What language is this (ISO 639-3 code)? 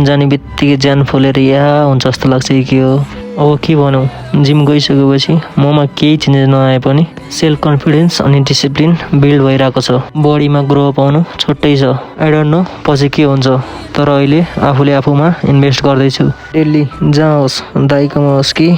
nep